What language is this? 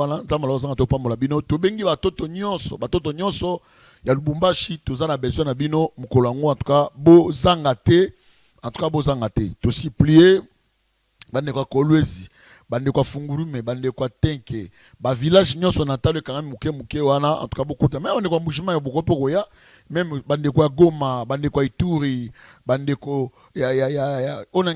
Lingala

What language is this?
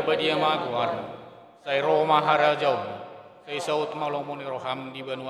Batak Toba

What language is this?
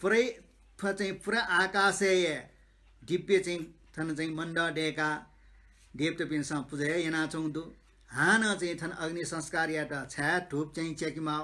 Newari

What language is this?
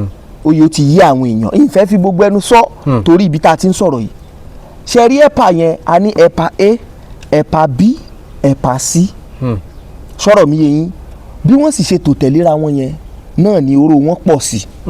Yoruba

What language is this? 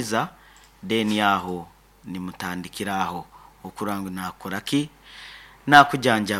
Nyankole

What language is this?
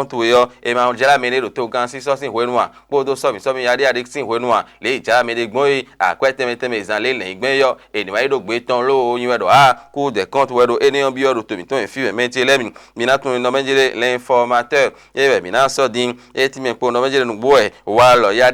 Fon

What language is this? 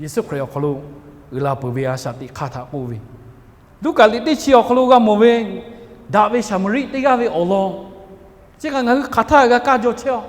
Lahu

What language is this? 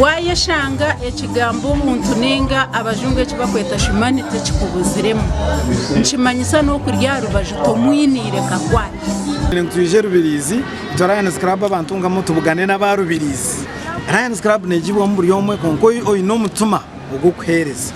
Nyankole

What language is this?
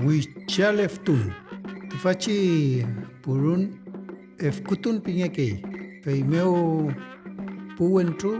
Mapuche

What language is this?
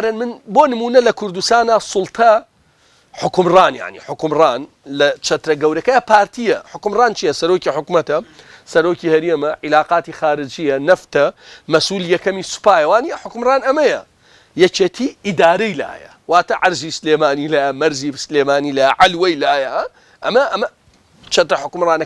Central Kurdish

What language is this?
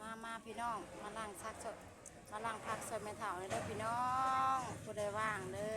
Lao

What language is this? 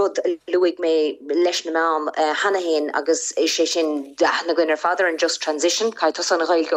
Irish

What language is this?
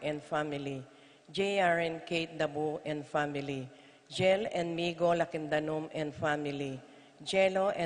Pampanga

